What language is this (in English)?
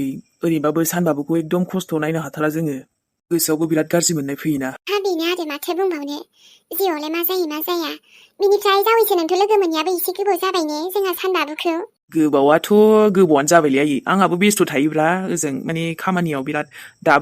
Bodo